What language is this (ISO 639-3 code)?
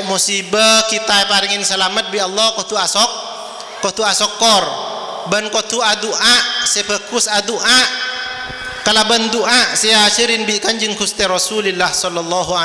mad